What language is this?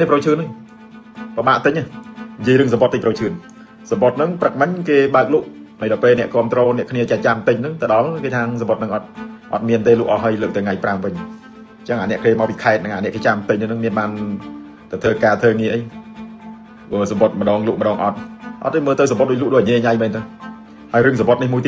Khmer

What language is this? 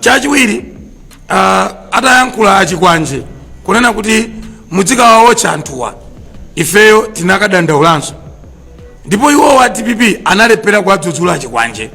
Nyanja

